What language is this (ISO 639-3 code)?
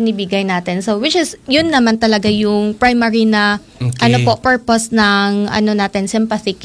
fil